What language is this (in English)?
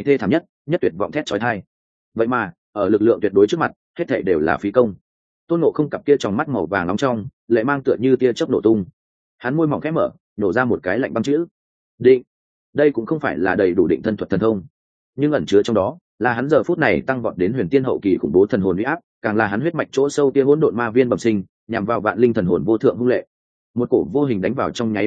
Vietnamese